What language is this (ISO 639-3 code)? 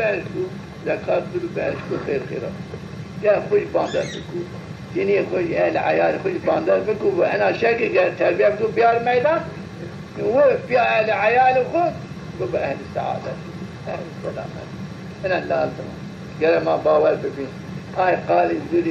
zza